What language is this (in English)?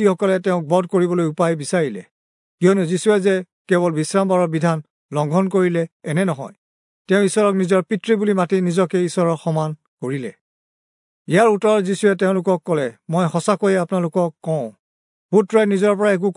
Assamese